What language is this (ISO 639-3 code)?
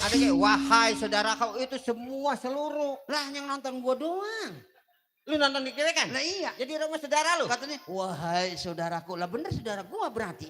bew